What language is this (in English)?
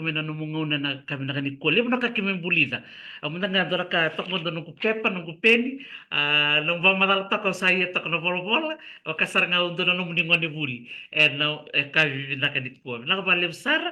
Fijian